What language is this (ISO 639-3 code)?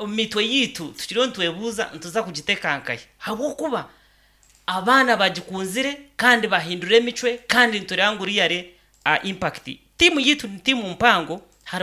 nyn